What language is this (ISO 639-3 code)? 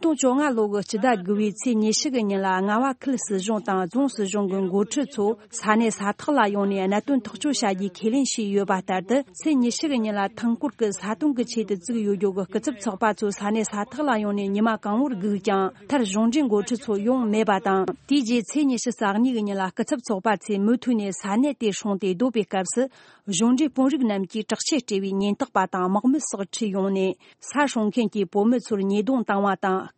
bod